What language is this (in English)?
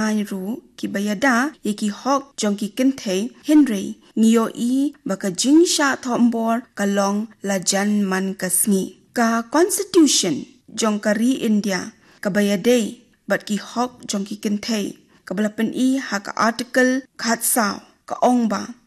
Khasi